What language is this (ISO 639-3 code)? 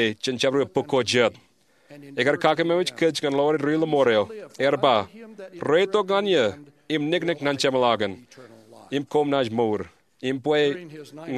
mah